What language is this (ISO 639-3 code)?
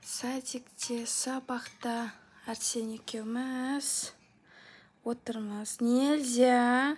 kaz